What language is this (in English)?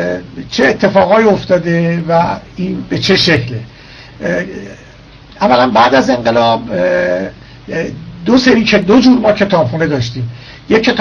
Persian